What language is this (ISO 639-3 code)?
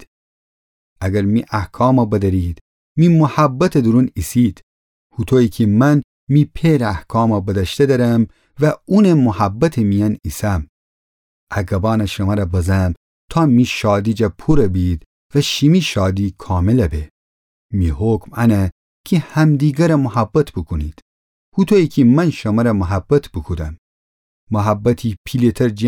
glk